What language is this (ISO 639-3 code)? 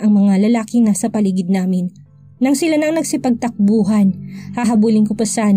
fil